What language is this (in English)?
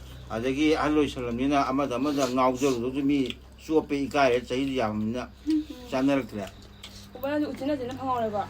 Manipuri